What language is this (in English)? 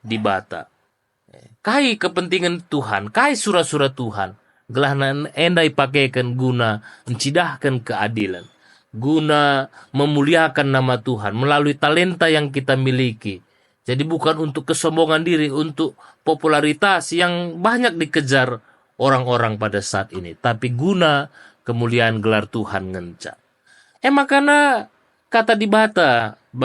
Batak Karo